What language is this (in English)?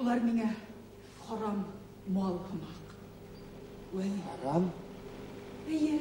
Bashkir